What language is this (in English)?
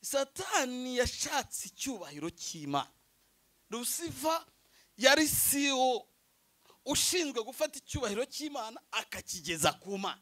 Kinyarwanda